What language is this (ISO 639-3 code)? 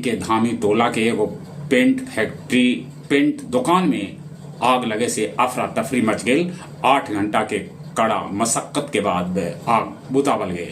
mag